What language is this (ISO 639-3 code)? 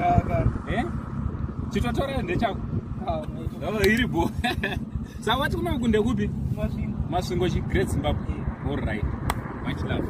sna